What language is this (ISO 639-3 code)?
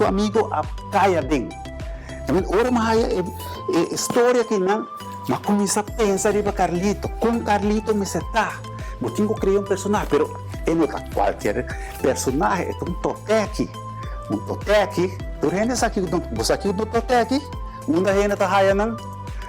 pap